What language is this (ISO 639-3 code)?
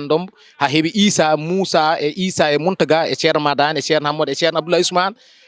ful